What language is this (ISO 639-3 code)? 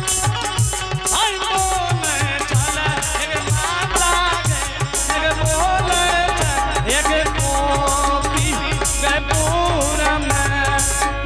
anp